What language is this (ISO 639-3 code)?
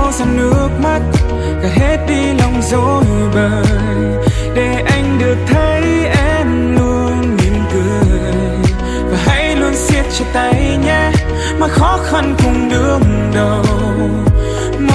vie